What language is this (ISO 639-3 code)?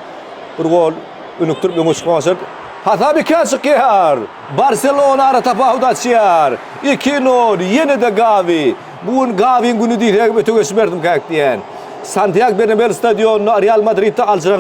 tuk